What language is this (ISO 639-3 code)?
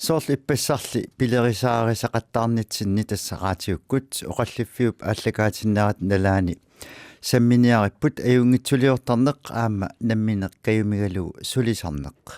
kal